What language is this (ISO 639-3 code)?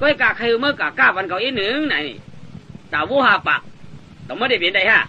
shn